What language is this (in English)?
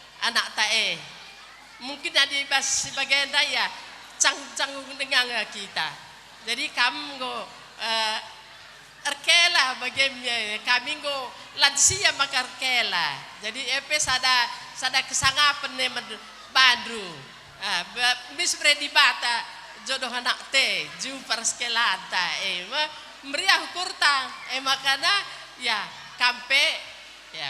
Batak Karo